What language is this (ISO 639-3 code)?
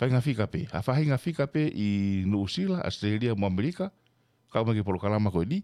ton